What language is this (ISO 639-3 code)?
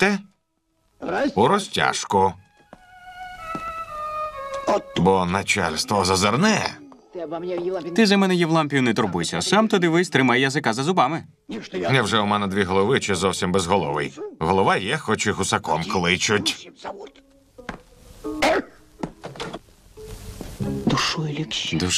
ukr